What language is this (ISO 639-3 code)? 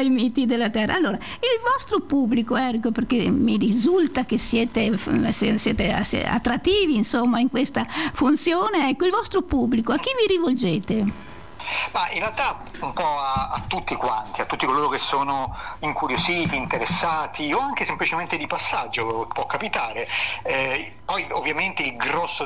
ita